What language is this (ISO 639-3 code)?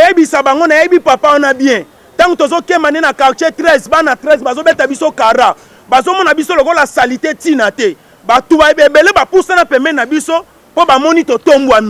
lin